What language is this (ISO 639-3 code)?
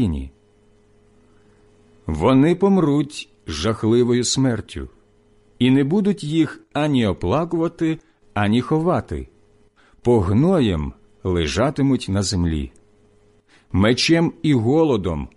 ukr